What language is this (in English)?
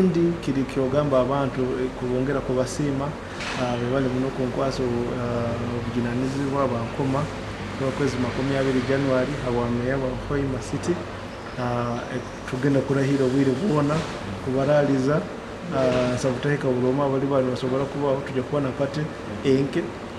Nyoro